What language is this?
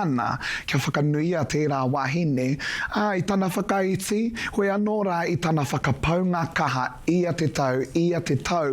Māori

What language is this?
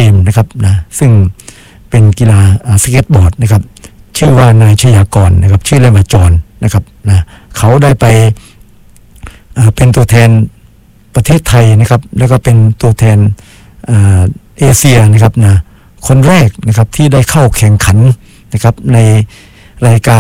Thai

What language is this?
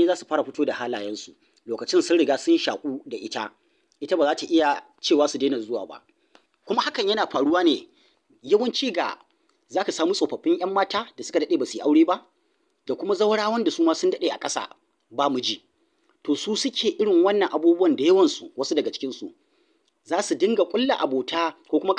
Hausa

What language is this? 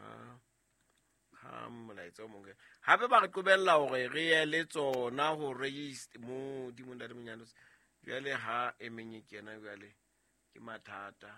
Southern Sotho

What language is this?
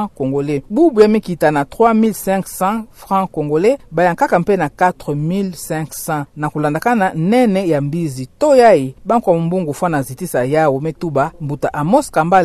Kituba (Democratic Republic of Congo)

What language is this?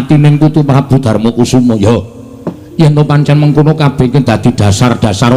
Javanese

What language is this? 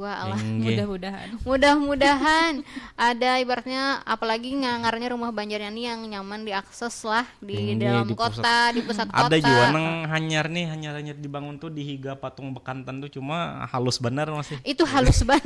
Banjar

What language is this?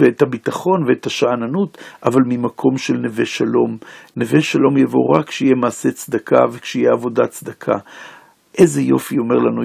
Hebrew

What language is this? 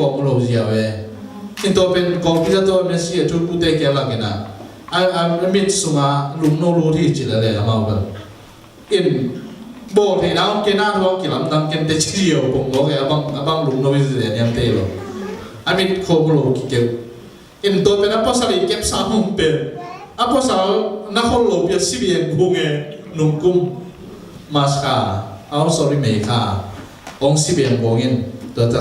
Tedim Chin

